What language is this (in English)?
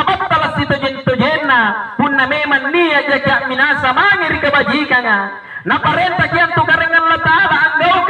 Makasar